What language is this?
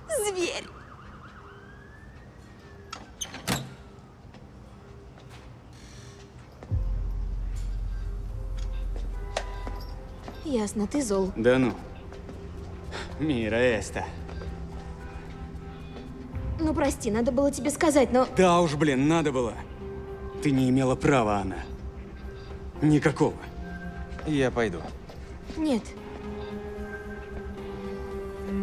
Russian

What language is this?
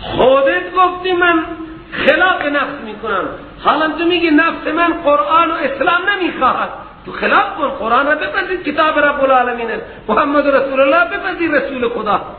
Persian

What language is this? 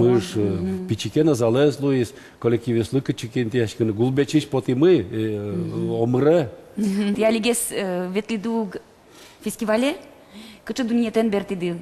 Udmurt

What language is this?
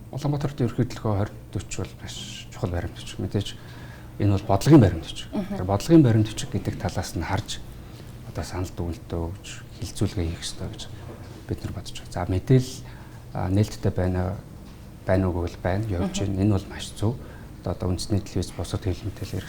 Mongolian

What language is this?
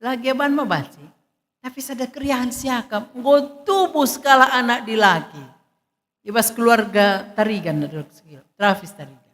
Batak Karo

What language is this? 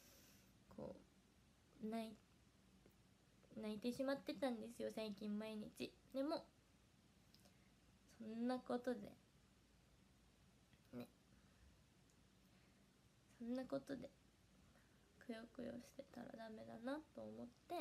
Japanese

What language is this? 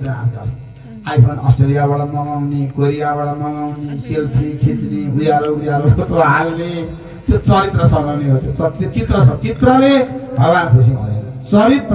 Nepali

